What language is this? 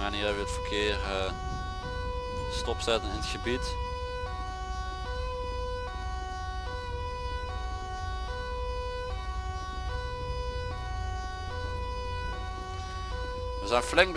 Dutch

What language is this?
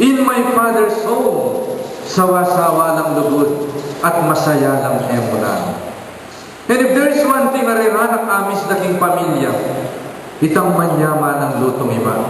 Pampanga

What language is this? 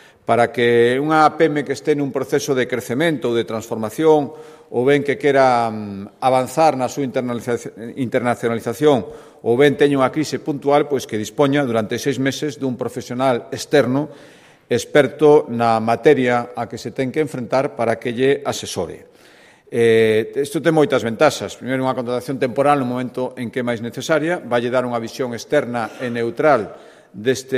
Galician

